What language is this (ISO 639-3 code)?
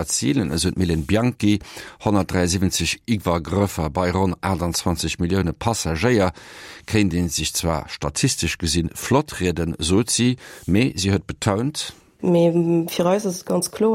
ltz